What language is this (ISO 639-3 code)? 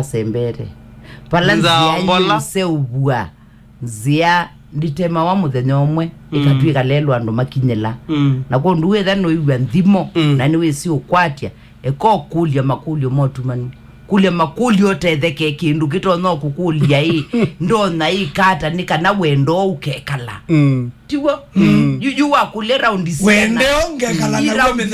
kam